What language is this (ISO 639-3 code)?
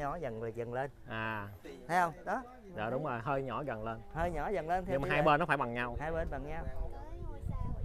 vie